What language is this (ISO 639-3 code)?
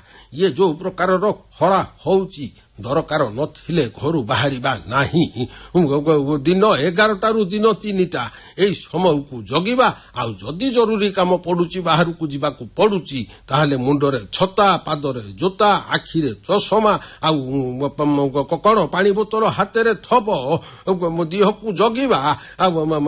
ori